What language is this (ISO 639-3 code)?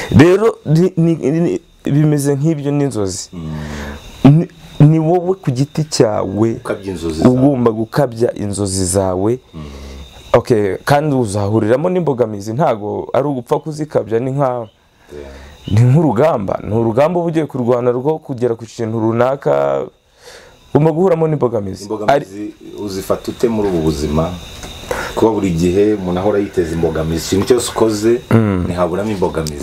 kin